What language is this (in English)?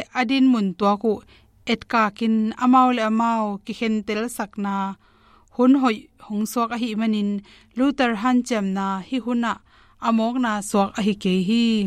Tedim Chin